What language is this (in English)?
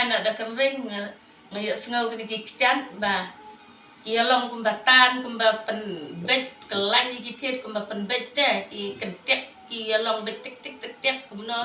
Khasi